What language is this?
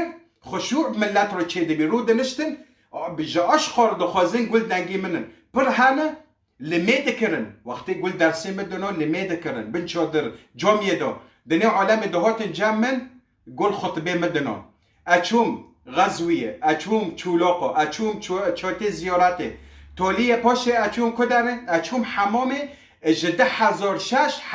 Kurdish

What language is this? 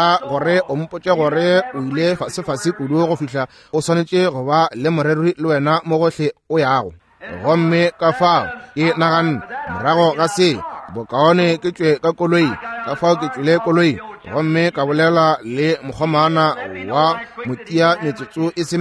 Northern Sotho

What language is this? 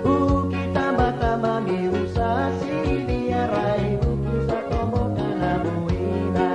Fijian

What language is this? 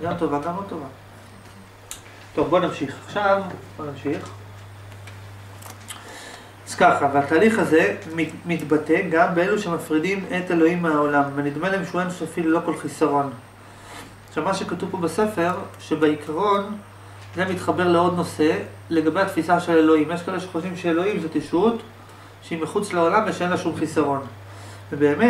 Hebrew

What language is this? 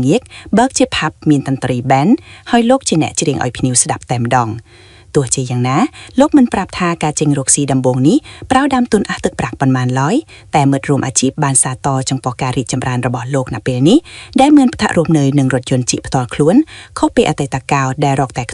Khmer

